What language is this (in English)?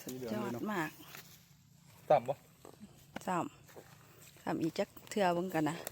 Lao